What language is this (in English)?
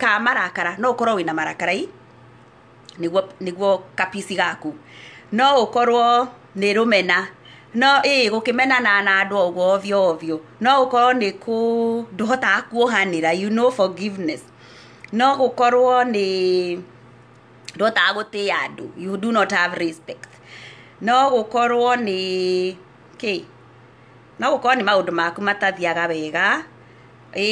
Kikuyu